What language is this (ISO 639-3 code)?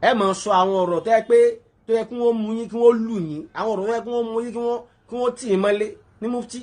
yor